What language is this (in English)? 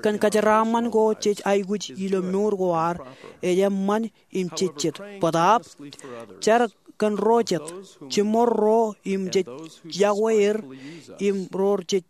Marshallese